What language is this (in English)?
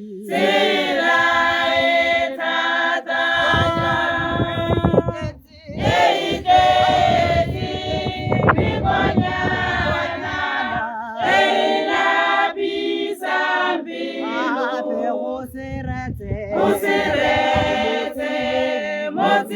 Tswana